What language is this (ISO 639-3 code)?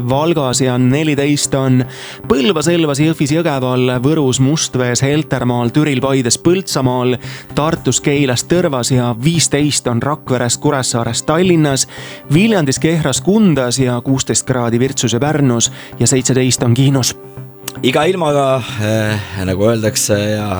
est